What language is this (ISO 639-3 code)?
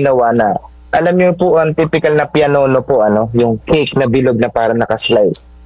fil